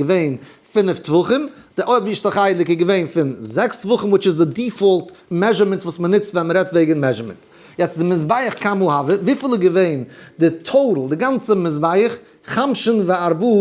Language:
Yiddish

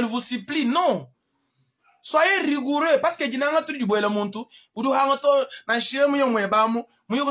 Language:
Luba-Lulua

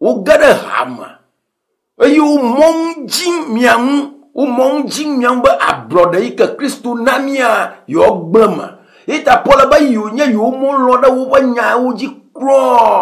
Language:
Ewe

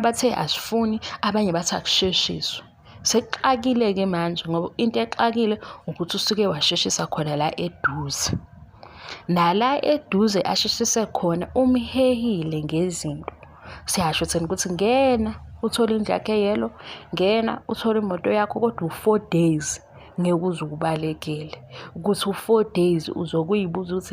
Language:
Zulu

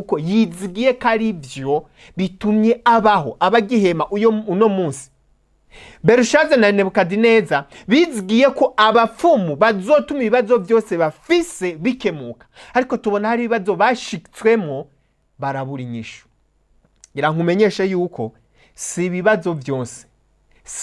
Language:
Rundi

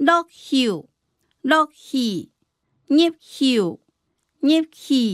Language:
Hakka Chinese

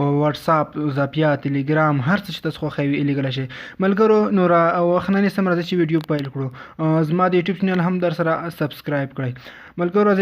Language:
Pashto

